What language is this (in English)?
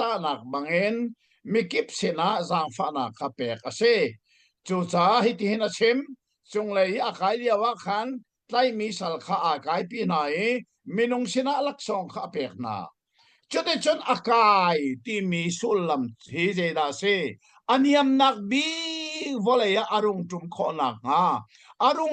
Hakha Chin